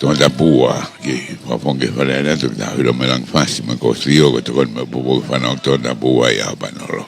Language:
Tongan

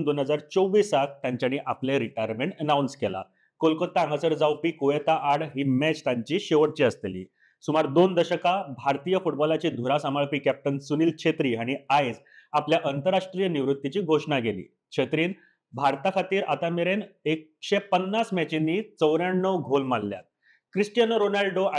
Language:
Konkani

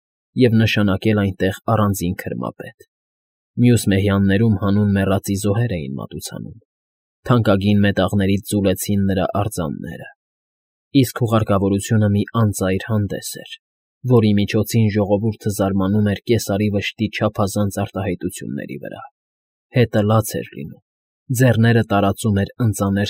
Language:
Armenian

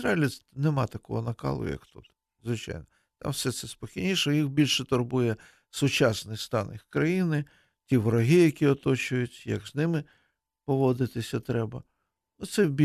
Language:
Ukrainian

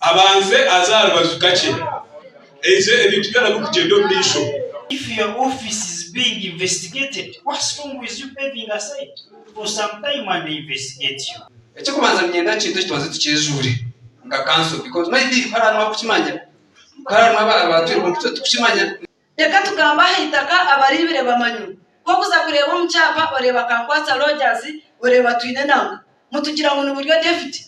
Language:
Nyankole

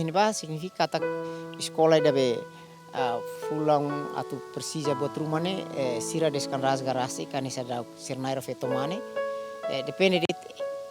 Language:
Tetum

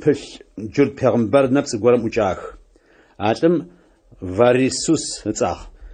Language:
Adyghe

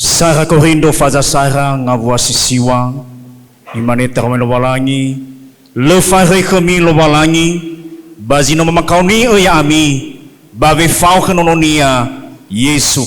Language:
Nias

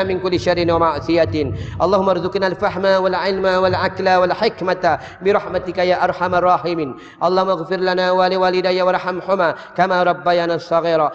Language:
Malay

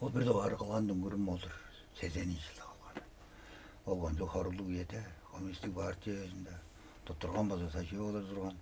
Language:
Tuvinian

